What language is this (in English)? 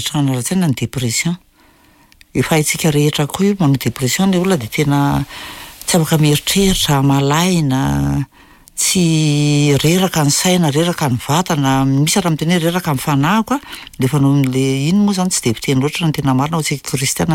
Malagasy